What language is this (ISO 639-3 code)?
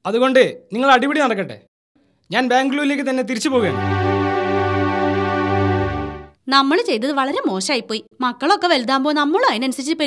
mal